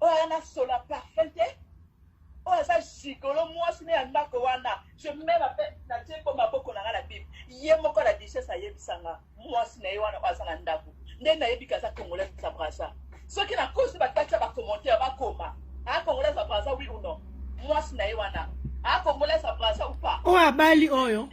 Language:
Lingala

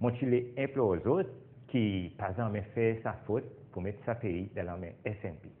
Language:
Seselwa Creole French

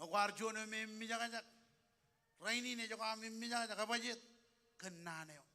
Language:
Marshallese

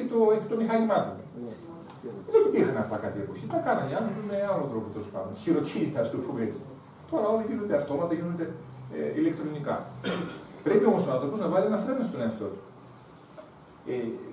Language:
Greek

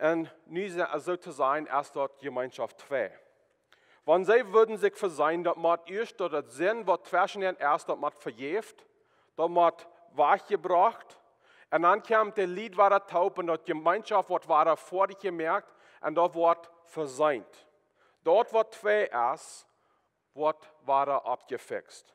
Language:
Plautdietsch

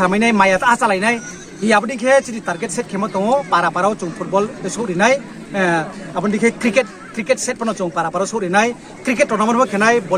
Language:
Riang (India)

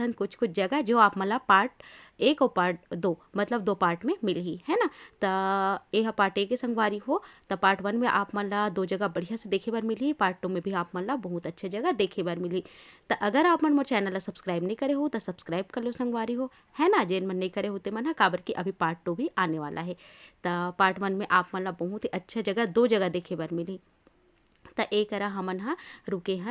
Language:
Chhattisgarhi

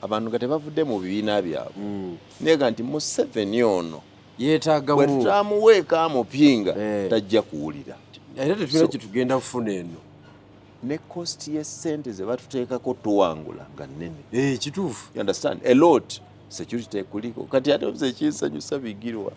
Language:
Ganda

